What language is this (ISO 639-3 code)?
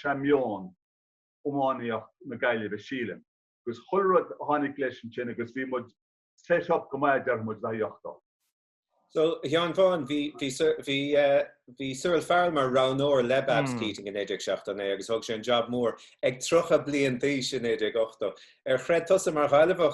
gle